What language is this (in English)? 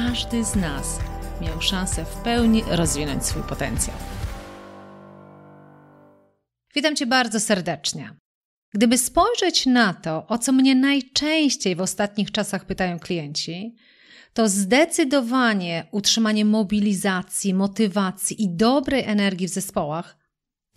Polish